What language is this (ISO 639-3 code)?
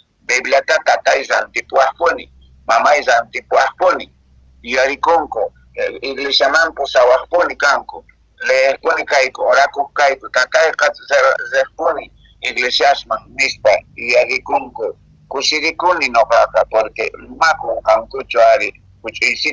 que